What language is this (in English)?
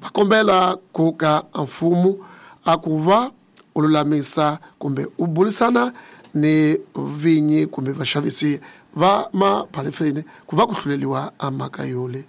Tsonga